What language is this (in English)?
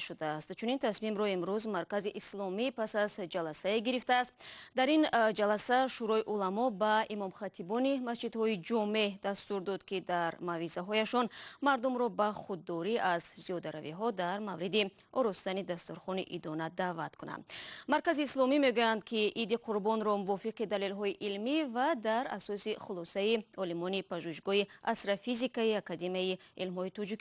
Tajik